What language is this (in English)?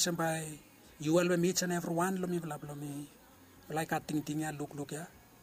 Bislama